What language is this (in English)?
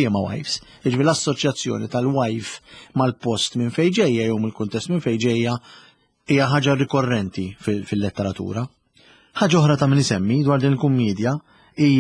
Maltese